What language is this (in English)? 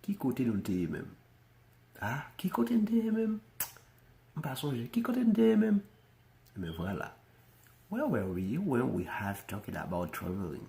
Haitian Creole